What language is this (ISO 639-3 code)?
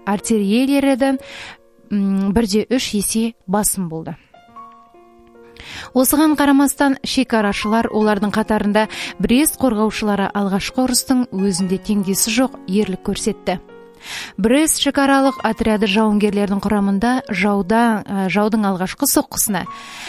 kaz